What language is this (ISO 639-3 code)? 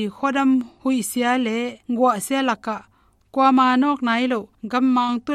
ctd